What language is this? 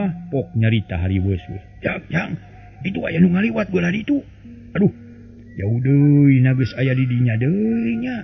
Sundanese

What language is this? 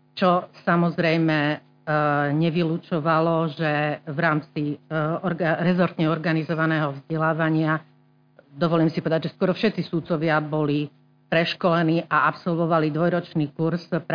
Slovak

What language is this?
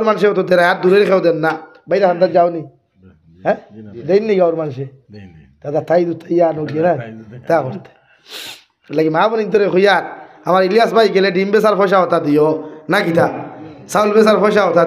Sylheti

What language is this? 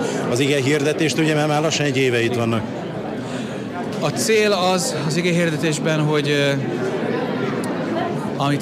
Hungarian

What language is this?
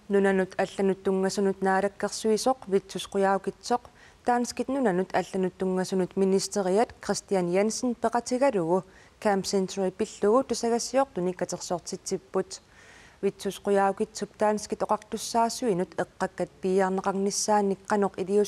Kalaallisut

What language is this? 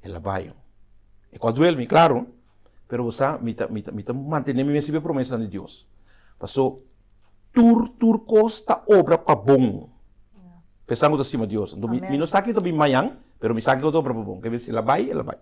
Papiamento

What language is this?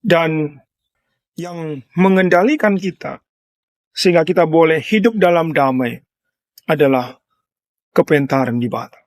Batak Karo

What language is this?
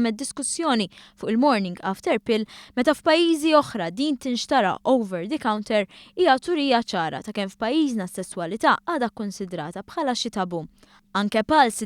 Maltese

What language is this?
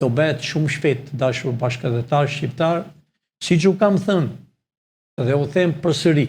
Albanian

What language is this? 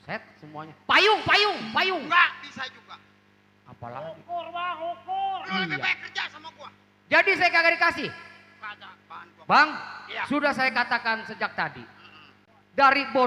Betawi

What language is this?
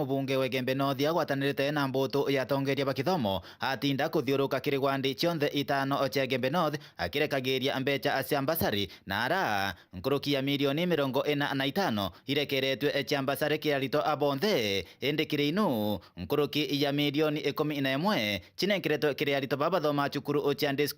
Meru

